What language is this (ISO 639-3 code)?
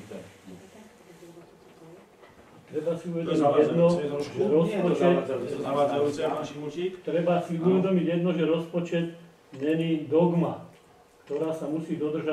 slk